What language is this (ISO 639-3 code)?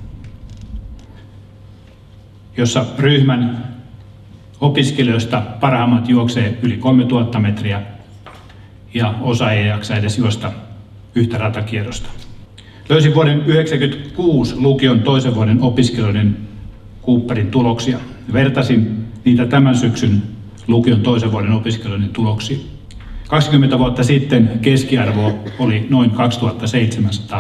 fin